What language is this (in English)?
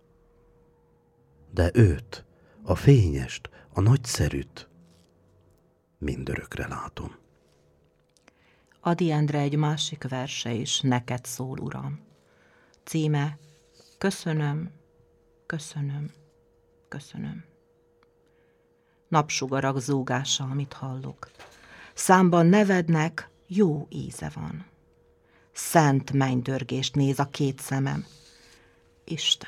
Hungarian